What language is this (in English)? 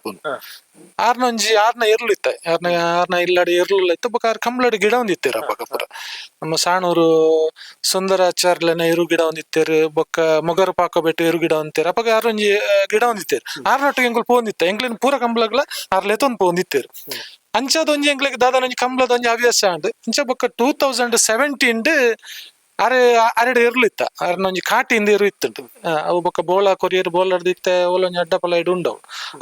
Tulu